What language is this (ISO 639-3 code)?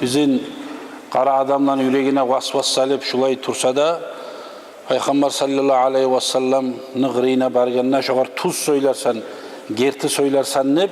kum